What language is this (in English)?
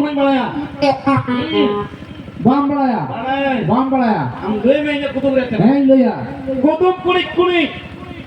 Santali